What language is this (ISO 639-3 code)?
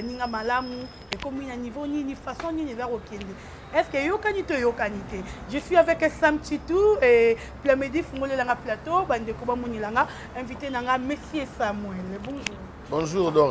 lin